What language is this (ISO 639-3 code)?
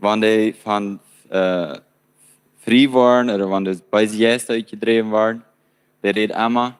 pdt